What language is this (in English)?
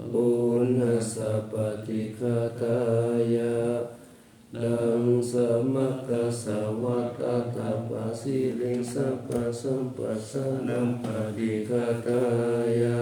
Pali